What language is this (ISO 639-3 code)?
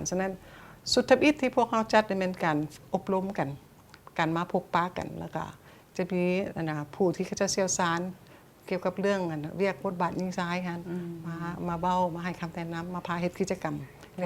lao